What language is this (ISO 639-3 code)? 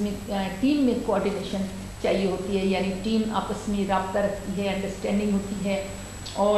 urd